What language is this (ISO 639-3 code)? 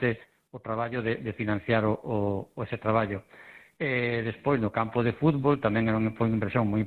glg